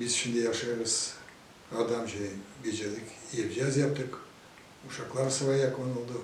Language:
Gagauz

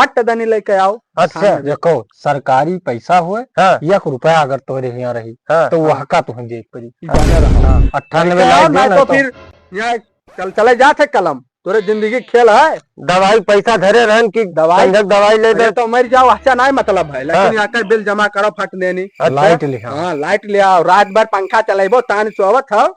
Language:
Awadhi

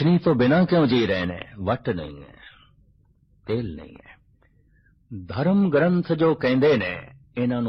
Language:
Punjabi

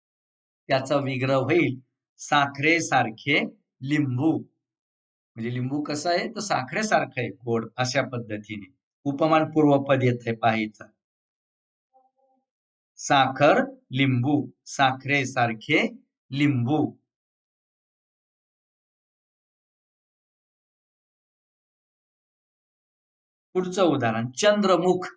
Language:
Marathi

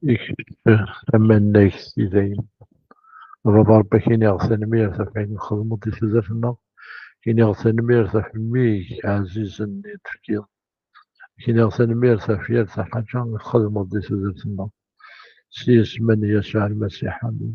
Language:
Kabyle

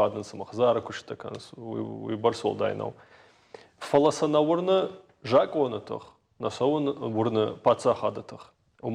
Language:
Ossetic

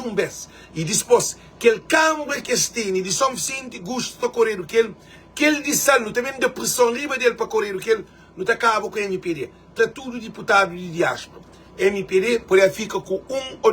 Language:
Kabuverdianu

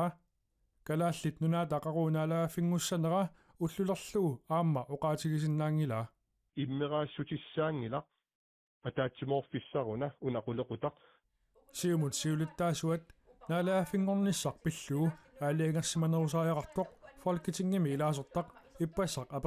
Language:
Kalaallisut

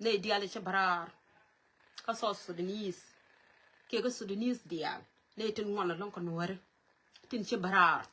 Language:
Nuer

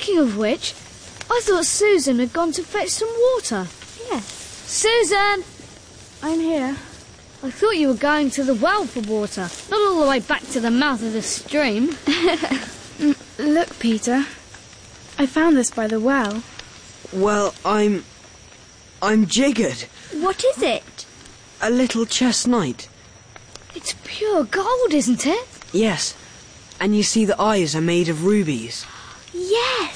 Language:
English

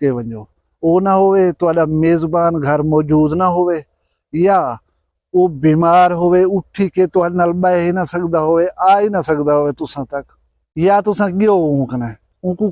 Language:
Saraiki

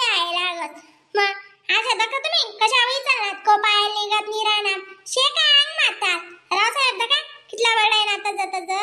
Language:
Khandesi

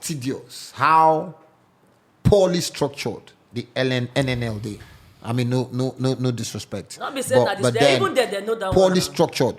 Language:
Nigerian Pidgin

